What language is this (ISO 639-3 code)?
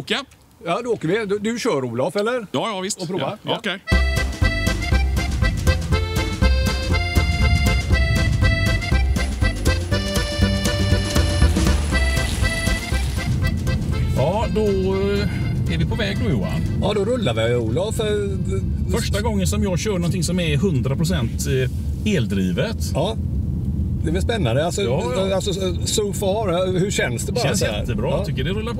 swe